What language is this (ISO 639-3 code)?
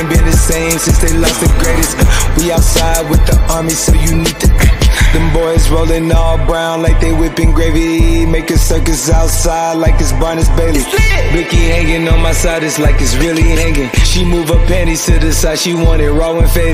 eng